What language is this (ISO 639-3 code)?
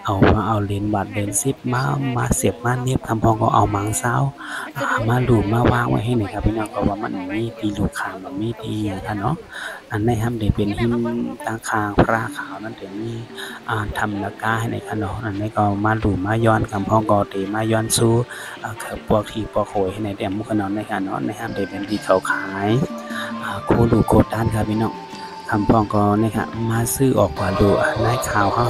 shn